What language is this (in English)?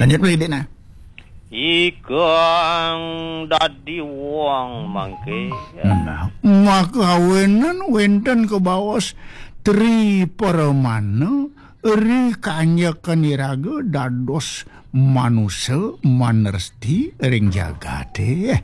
Balinese